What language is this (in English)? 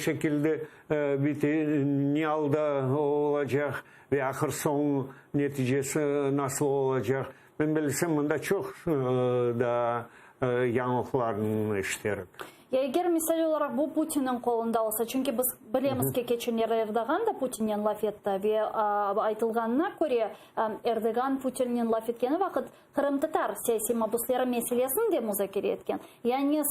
Crimean Tatar